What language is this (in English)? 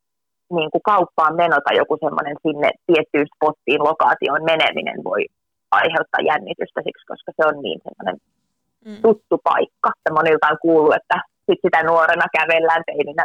Finnish